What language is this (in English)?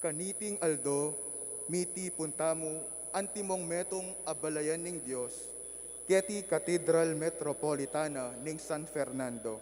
Pampanga